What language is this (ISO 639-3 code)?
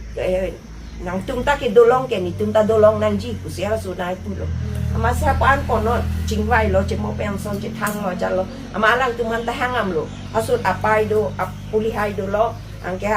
mjw